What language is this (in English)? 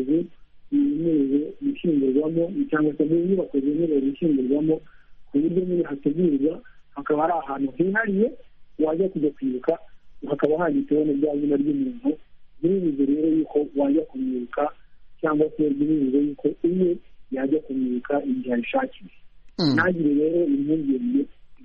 Kinyarwanda